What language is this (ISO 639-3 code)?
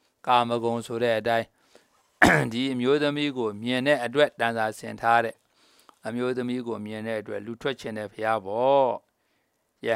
mya